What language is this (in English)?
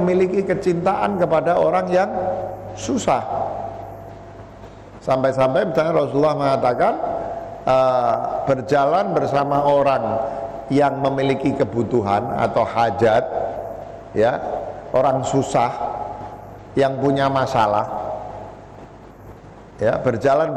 Indonesian